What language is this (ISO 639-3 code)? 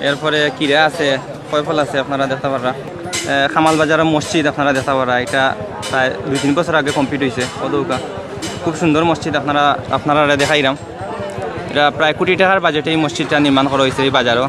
syl